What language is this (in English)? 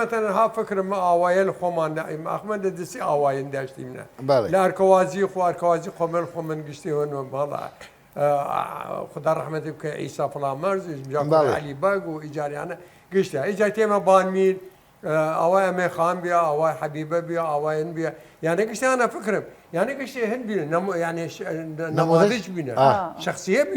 Southern Kurdish